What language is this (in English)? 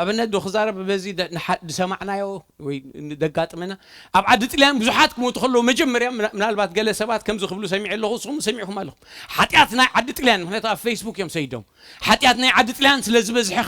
Tigrinya